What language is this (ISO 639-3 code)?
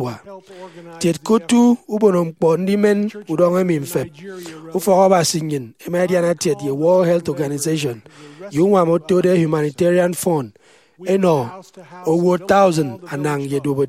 efi